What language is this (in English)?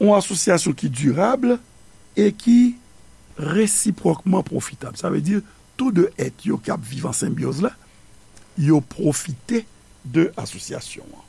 Haitian Creole